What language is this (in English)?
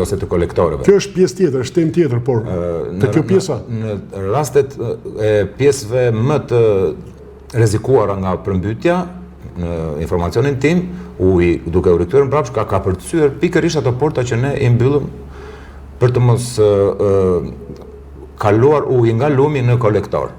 Albanian